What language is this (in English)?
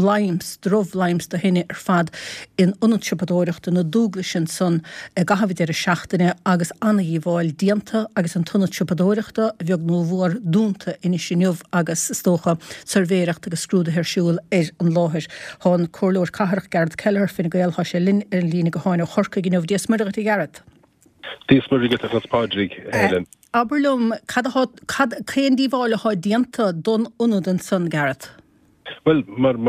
Irish